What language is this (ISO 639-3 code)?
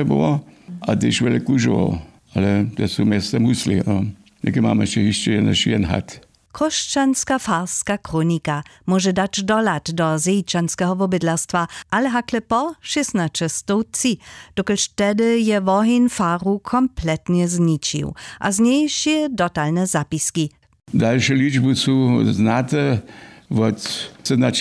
hsb